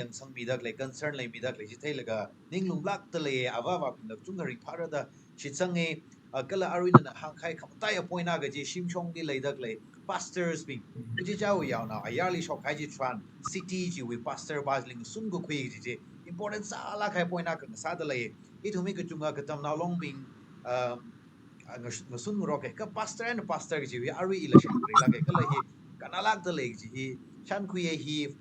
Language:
Tangkhul Naga (India)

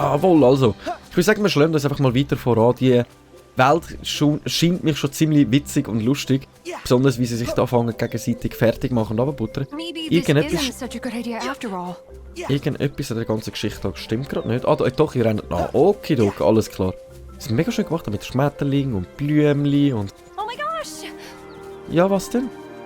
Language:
Swiss German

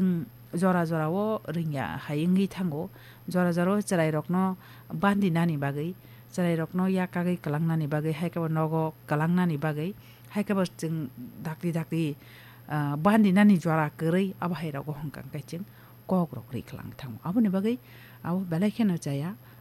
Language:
Kok Borok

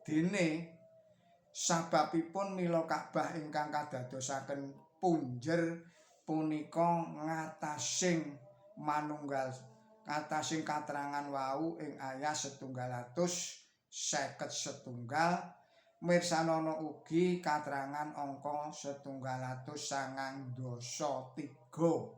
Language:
Javanese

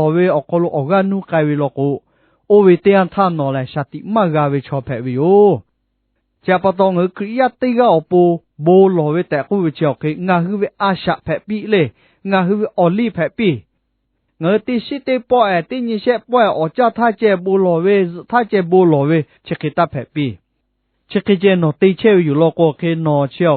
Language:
Lahu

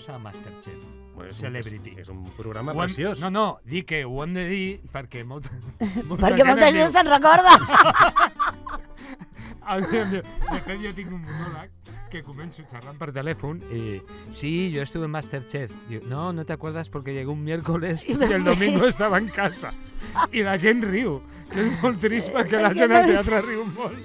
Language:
Catalan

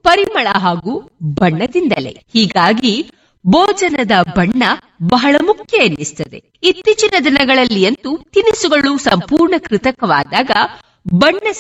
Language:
Kannada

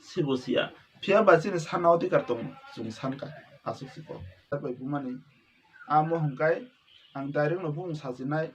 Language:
Kok Borok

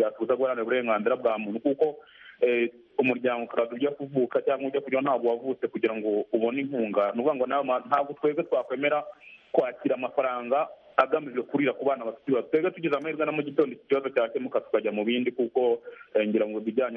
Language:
Kinyarwanda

